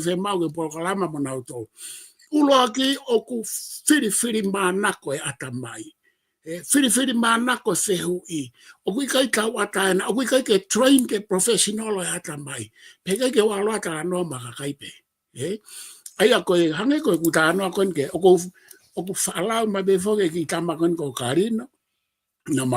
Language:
Tongan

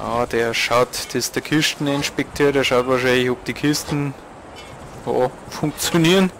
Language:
Bavarian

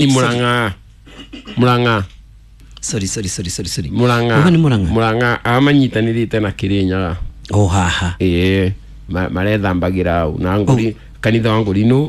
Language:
Kikuyu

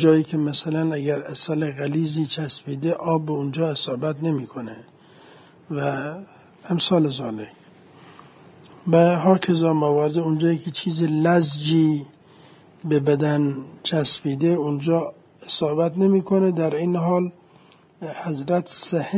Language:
Persian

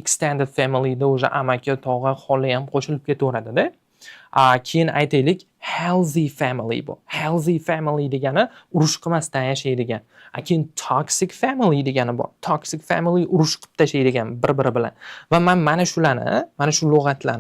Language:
Uzbek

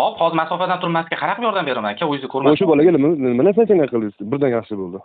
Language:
Uzbek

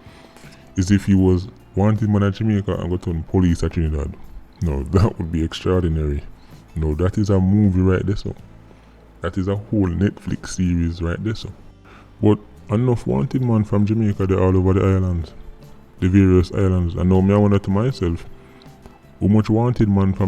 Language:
Jamaican Creole English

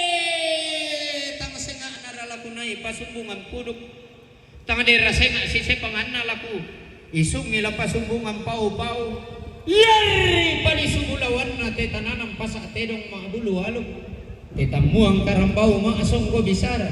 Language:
Toraja-Sa'dan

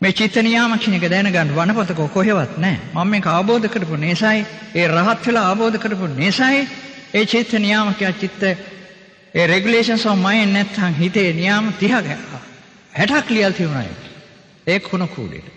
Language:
Sinhala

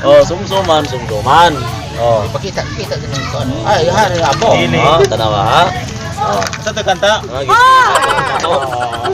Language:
Cebuano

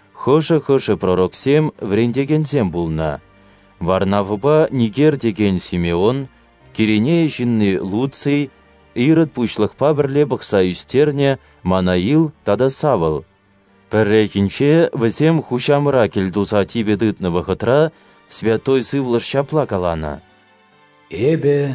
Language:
Chuvash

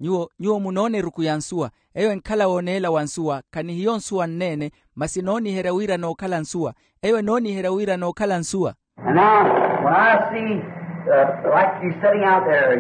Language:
Makhuwa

